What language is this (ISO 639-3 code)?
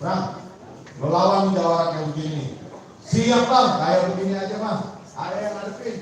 bew